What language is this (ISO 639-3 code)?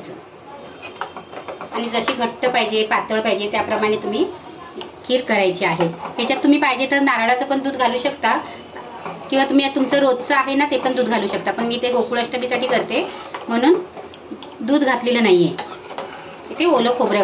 mar